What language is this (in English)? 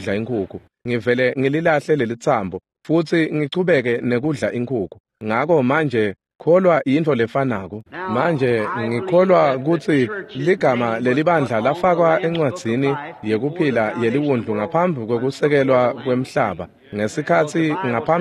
Swati